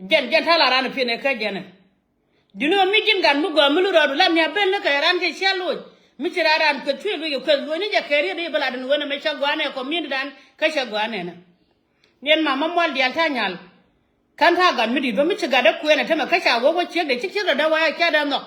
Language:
Nuer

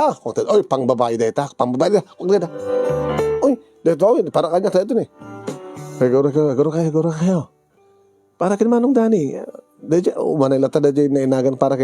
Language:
Iloko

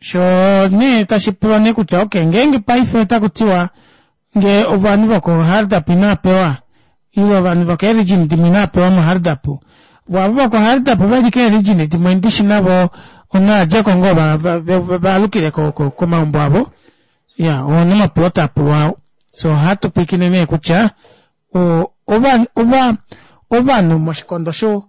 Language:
Kuanyama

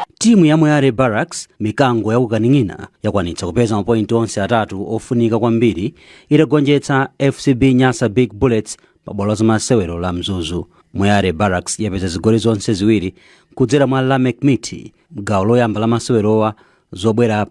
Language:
Nyanja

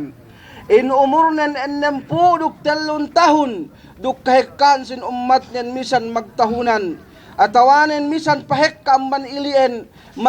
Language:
Yakan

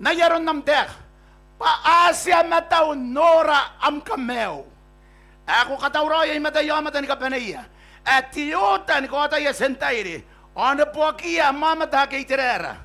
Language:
Gilbertese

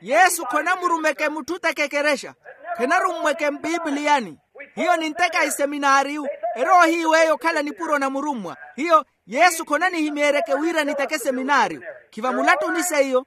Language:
Makhuwa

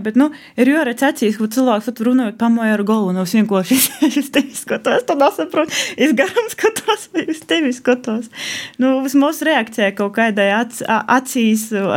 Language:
Latvian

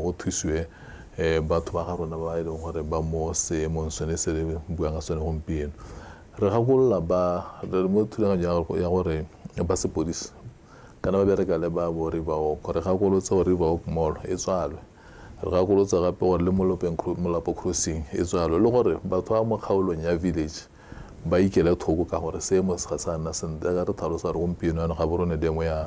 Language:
Tswana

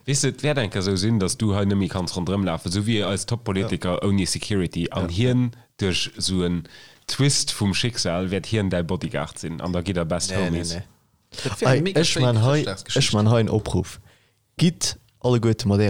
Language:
Luxembourgish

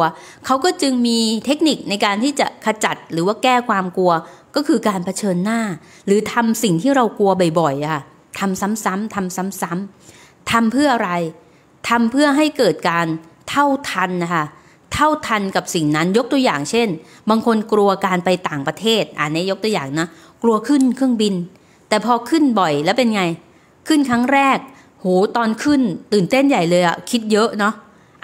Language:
Thai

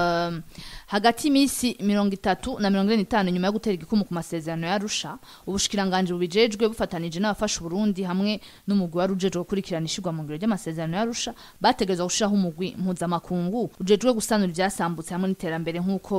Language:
Rundi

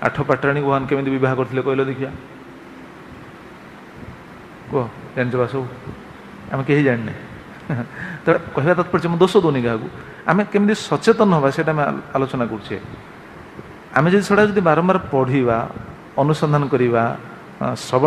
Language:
Odia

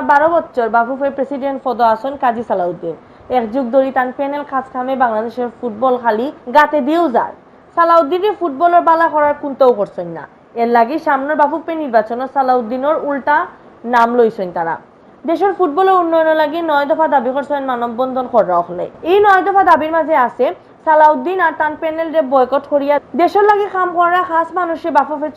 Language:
Sylheti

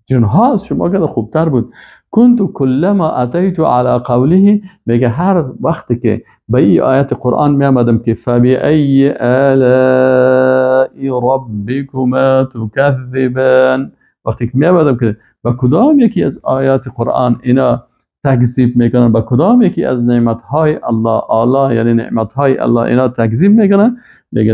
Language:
Persian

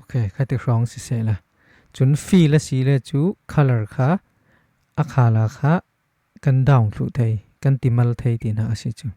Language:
Falam Chin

